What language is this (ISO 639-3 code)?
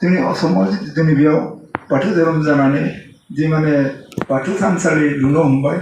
brx